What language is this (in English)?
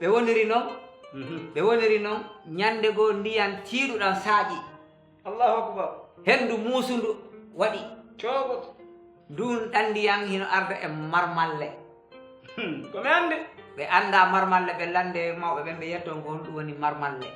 Fula